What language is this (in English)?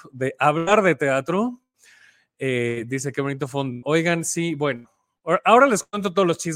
Spanish